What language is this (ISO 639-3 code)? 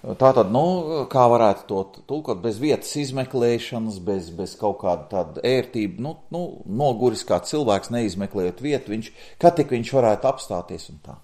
lav